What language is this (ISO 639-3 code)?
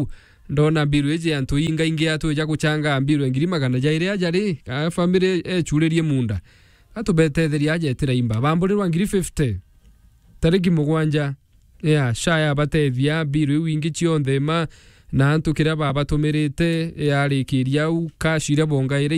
mer